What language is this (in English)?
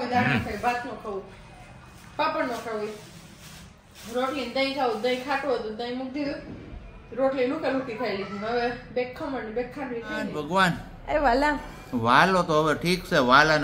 Gujarati